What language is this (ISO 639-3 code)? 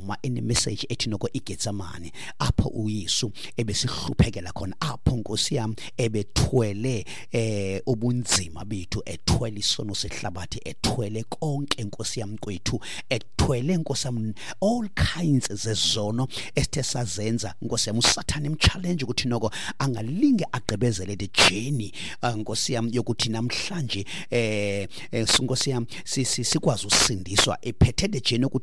xho